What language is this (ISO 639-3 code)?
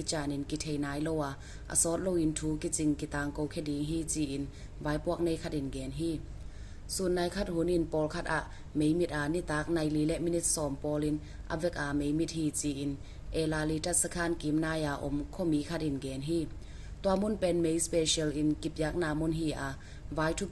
ctd